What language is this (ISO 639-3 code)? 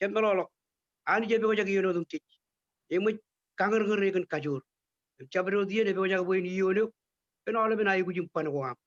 mah